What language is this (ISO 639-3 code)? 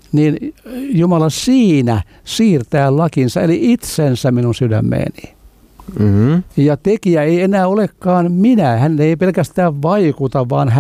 fin